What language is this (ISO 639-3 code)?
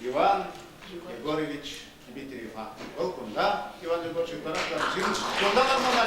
chv